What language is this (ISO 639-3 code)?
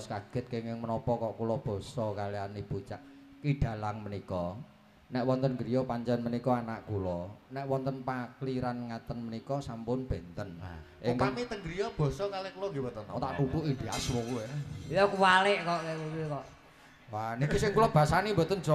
jav